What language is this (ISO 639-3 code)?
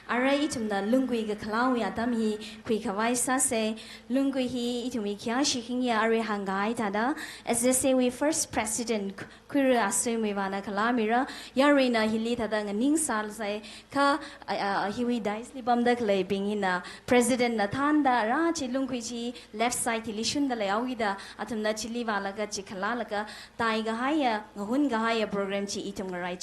nmf